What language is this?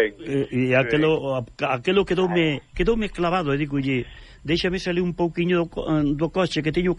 Galician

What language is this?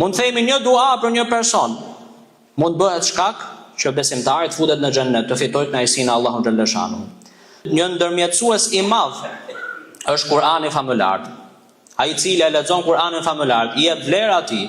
Albanian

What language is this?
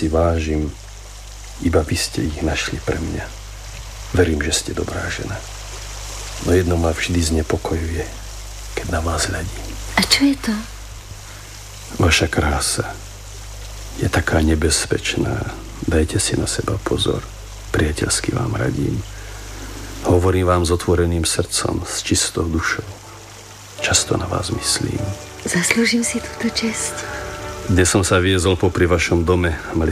Slovak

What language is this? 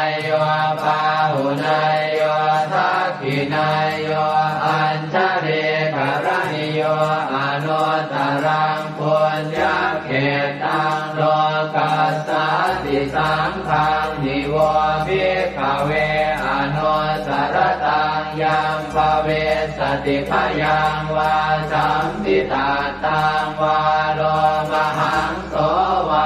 Pali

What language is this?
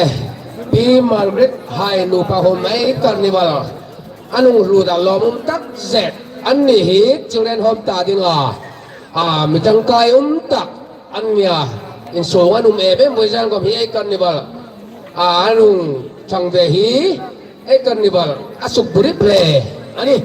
Hmar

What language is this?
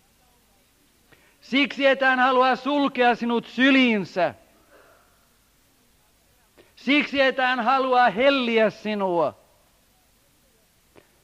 Finnish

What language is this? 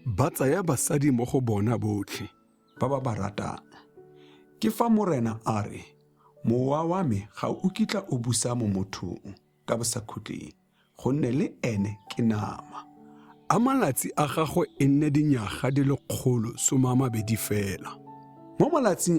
Tswana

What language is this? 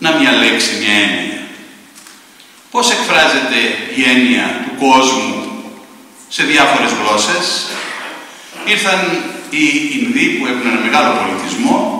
Greek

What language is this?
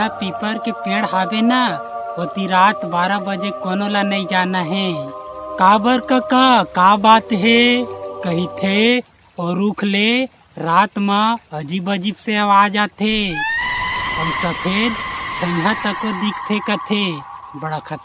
Chhattisgarhi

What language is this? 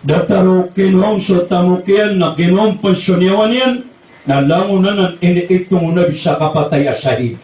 Maranao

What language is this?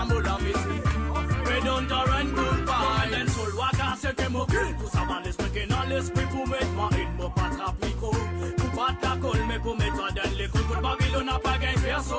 Morisyen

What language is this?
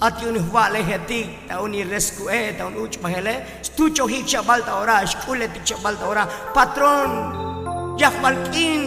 Tzotzil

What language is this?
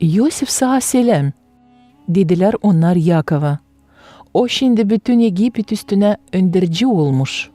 Gagauz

